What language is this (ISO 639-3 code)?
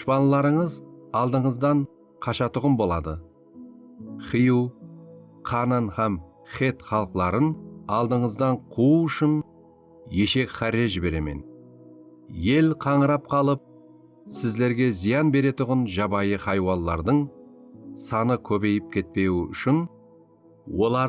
kaa